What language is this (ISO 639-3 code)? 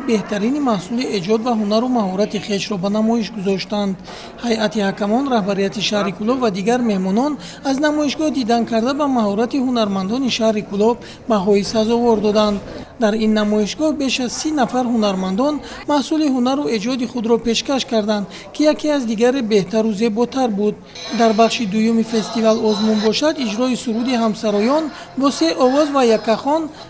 tgk